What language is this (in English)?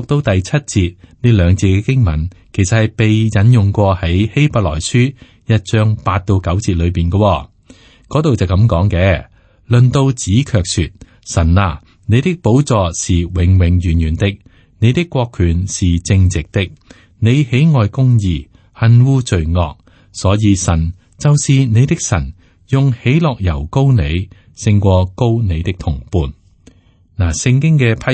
Cantonese